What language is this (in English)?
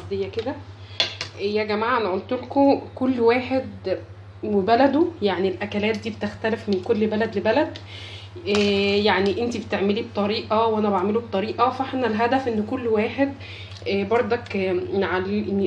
Egyptian Arabic